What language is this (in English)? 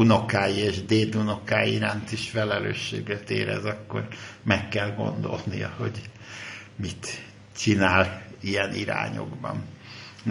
Hungarian